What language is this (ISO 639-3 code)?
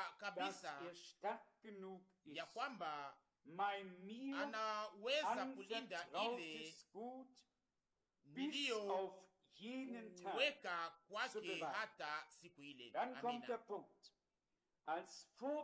swa